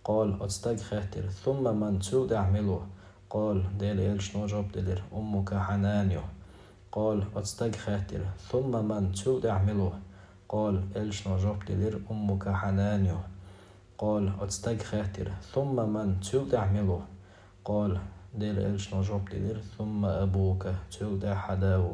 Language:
Chechen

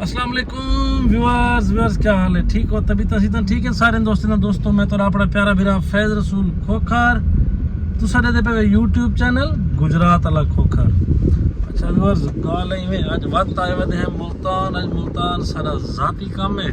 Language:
Saraiki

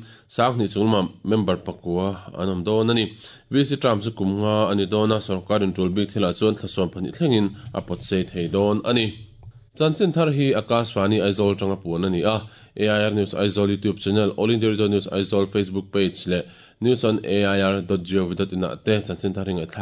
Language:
Mizo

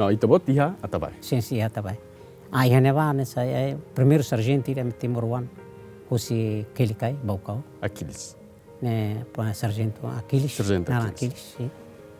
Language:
Tetum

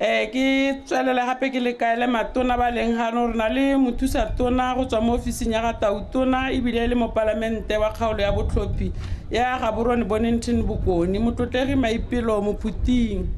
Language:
Tswana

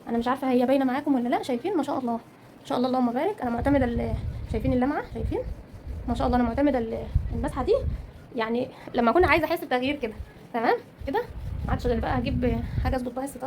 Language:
Egyptian Arabic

